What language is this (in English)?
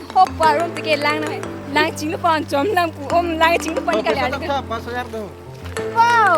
Karbi